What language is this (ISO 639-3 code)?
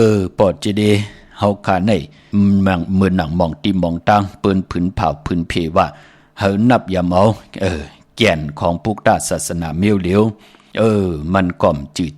shn